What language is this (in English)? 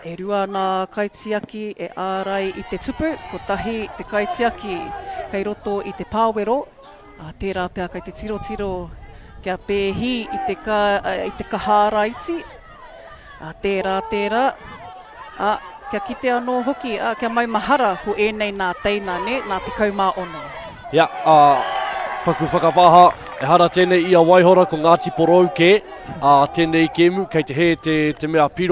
Māori